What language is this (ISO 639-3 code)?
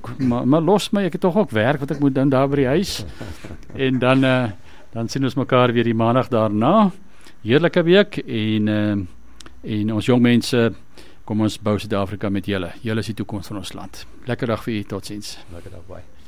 afr